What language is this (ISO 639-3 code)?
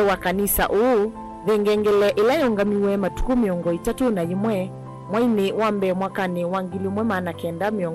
kam